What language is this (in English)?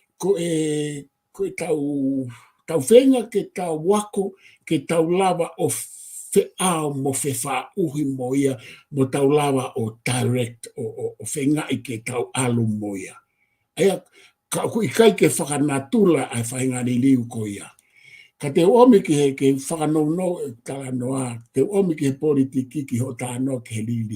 Tongan